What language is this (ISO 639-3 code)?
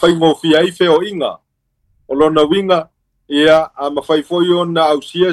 smo